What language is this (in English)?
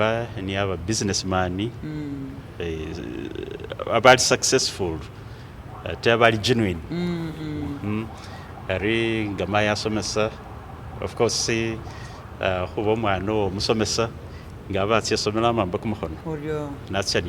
Masaaba